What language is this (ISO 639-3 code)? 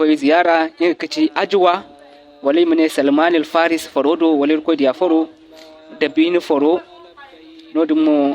dje